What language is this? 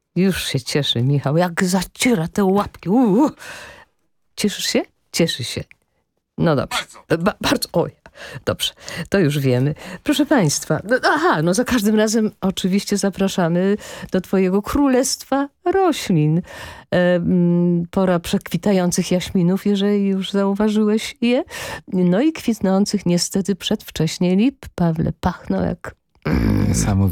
Polish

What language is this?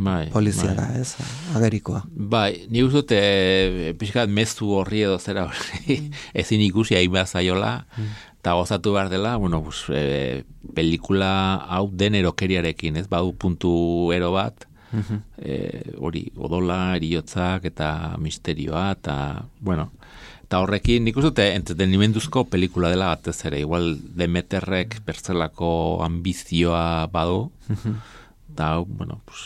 Basque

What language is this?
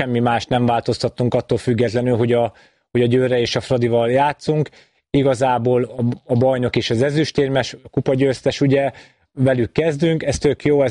Hungarian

